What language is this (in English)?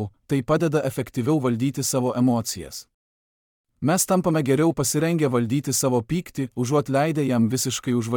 Lithuanian